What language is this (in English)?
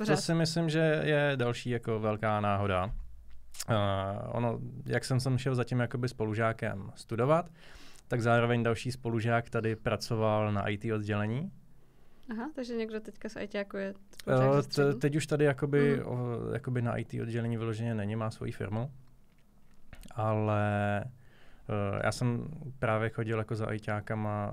Czech